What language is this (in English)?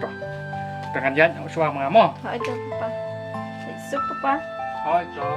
Khasi